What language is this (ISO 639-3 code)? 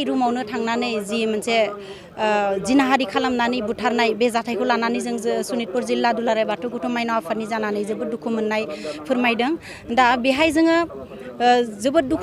brx